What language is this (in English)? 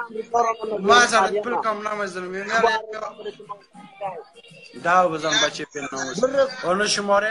Persian